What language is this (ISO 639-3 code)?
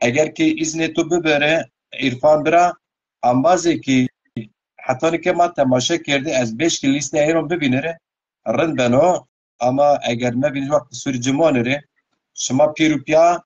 zza